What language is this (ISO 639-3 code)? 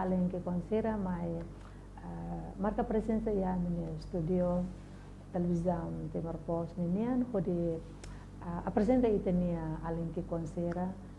tet